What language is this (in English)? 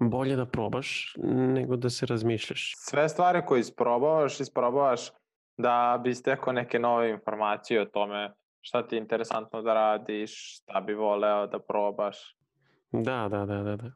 Serbian